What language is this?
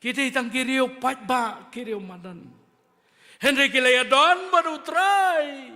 Khasi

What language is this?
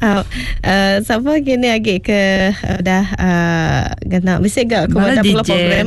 Iban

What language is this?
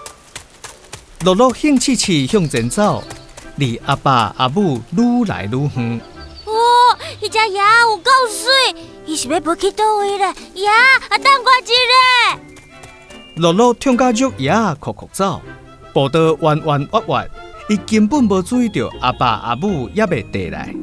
Min Nan Chinese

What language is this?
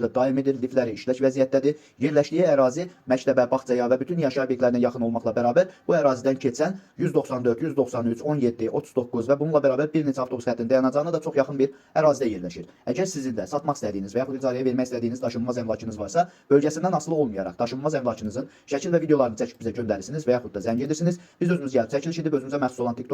Azerbaijani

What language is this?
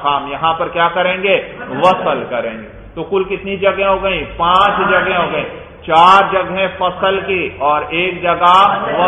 Urdu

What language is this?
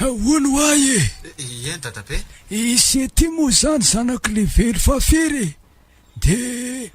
Malagasy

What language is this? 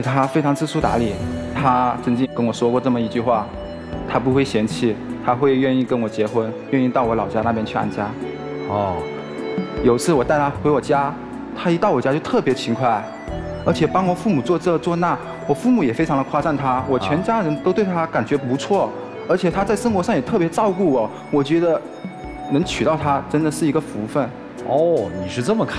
Chinese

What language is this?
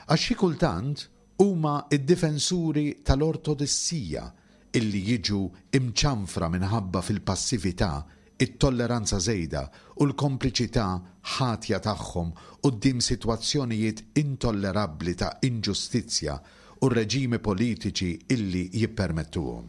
Maltese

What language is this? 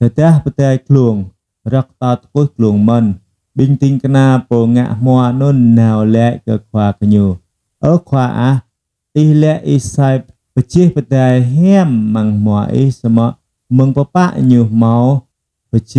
Jarai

